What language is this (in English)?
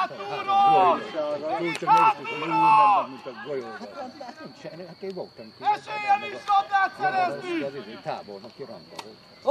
Hungarian